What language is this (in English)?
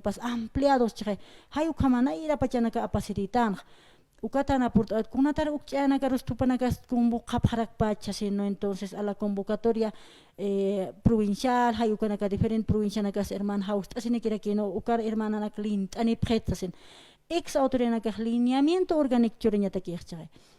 Aymara